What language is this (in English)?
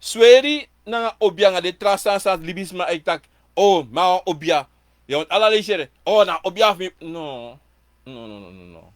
Sranan Tongo